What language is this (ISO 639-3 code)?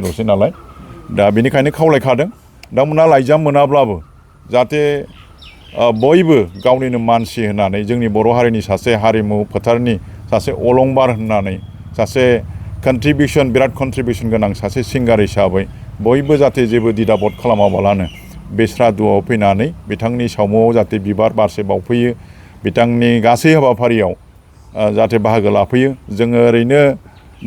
brx